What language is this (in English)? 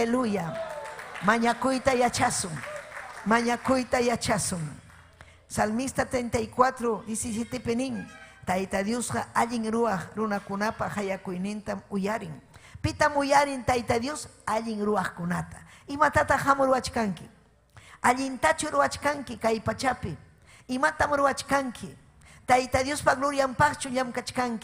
Ayacucho Quechua